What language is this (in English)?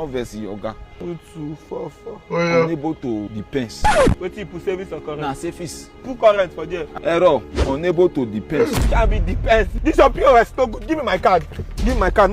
Nigerian Pidgin